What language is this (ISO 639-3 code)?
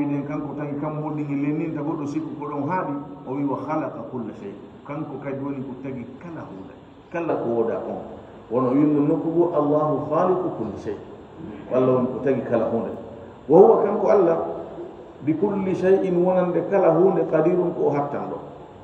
ful